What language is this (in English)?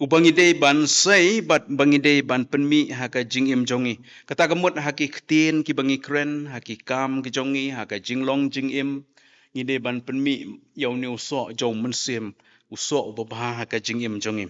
Khasi